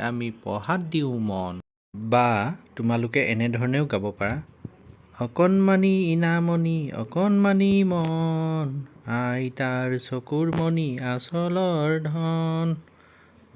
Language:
Assamese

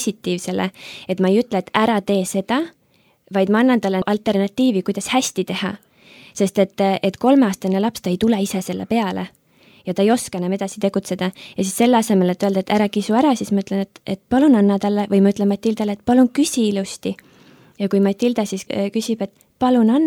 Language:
Estonian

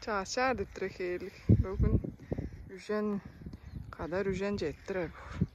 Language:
Tuvinian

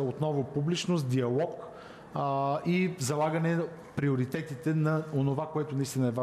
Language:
Bulgarian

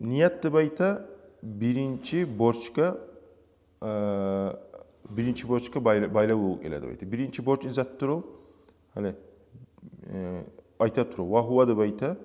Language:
Kumyk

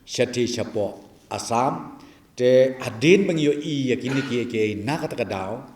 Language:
Khasi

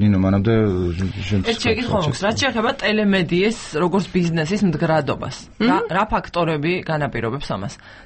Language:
Georgian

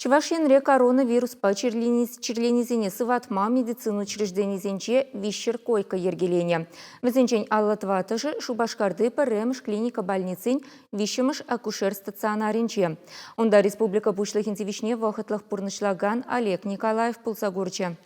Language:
Chuvash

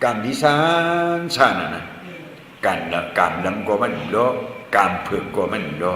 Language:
Shan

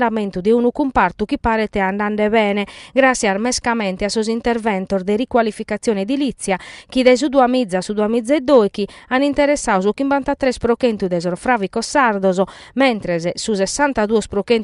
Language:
Sardinian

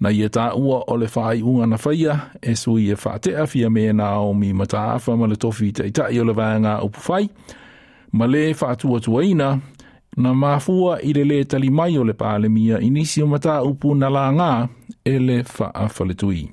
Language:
Samoan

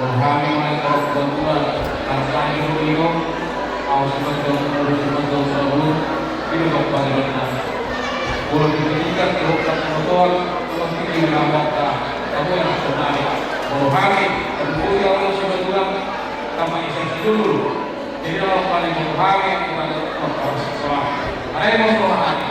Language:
Batak Toba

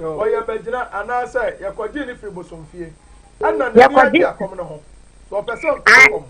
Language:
Akan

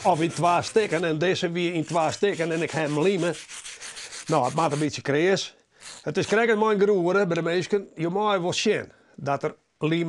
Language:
Western Frisian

